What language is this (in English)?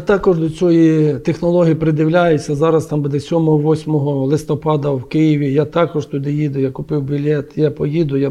Ukrainian